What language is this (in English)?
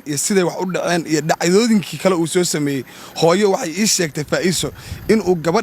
Somali